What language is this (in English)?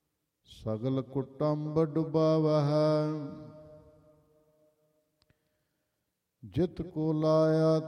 Punjabi